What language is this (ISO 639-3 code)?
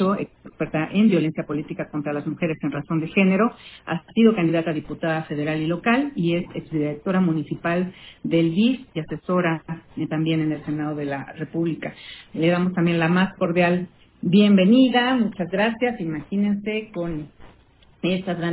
spa